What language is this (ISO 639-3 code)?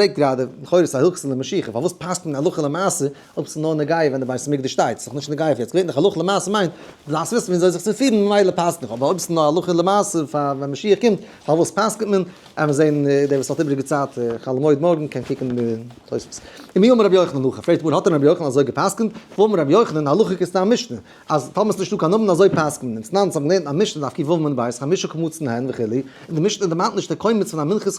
yid